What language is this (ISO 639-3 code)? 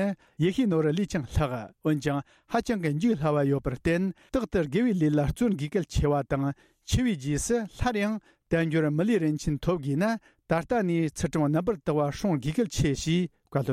bod